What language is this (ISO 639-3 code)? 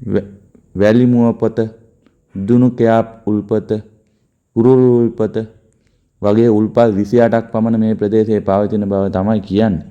sin